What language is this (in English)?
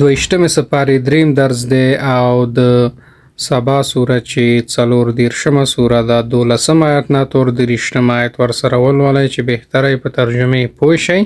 Pashto